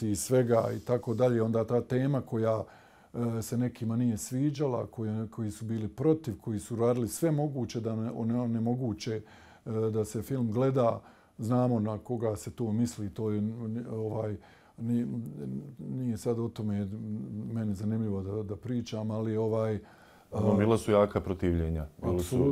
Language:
Bosnian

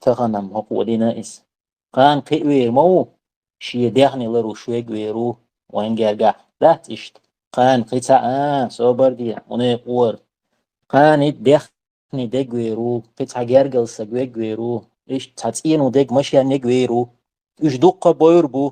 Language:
Chechen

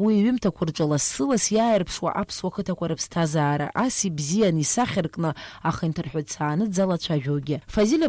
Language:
Abkhazian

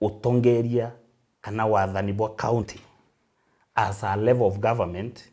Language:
Meru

